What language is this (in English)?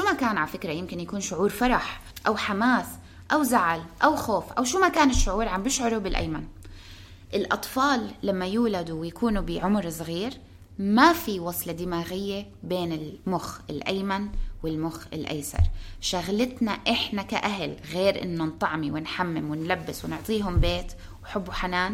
North Levantine Arabic